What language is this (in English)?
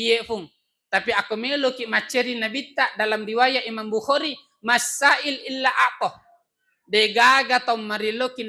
Buginese